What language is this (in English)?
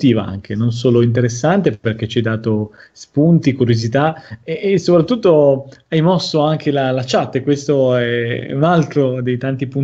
Italian